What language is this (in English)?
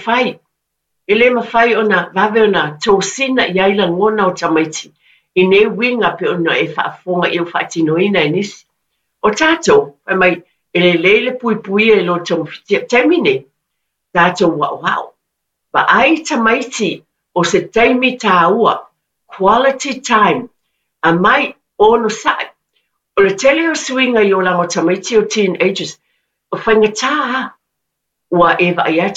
Samoan